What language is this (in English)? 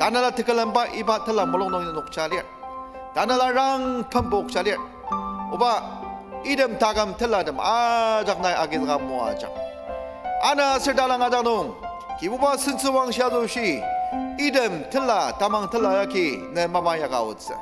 Ao Naga